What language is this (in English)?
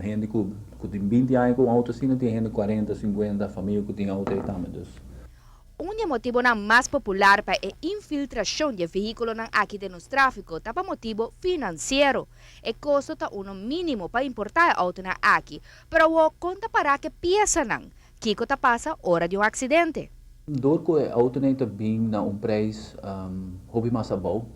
Papiamento